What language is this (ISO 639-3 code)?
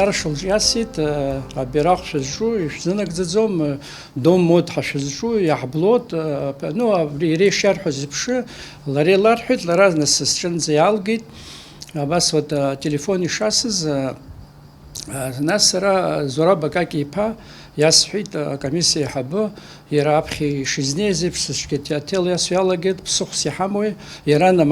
abk